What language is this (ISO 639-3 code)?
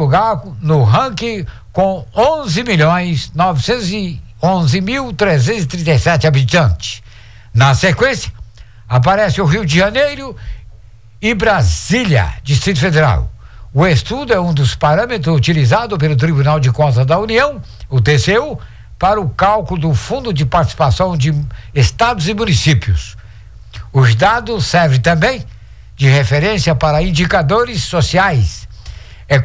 por